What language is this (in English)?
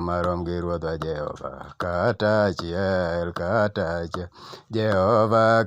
Luo (Kenya and Tanzania)